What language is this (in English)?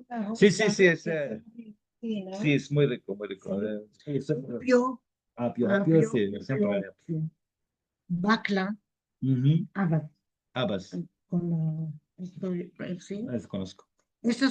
Ladino